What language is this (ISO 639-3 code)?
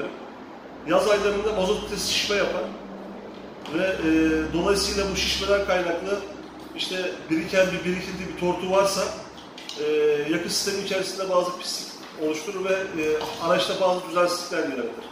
tur